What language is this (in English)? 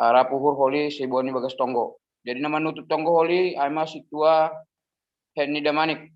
Batak Simalungun